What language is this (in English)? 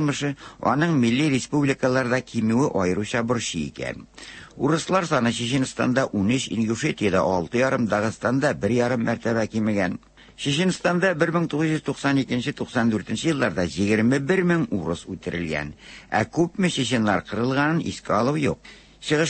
Tatar